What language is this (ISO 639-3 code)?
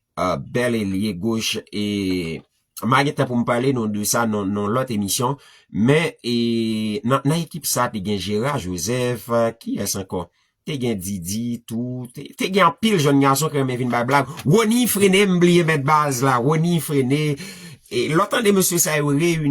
hat